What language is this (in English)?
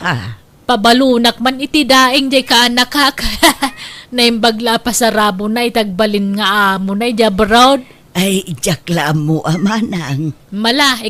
Iloko